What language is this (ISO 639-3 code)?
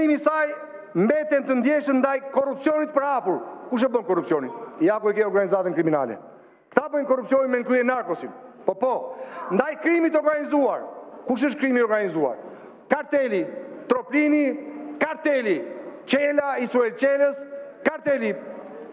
sqi